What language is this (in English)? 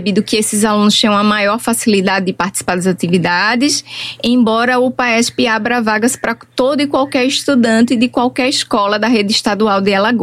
Portuguese